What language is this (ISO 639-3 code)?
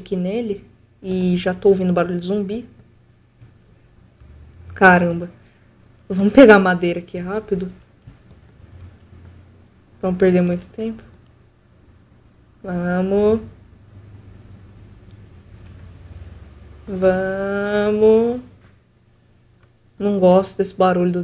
por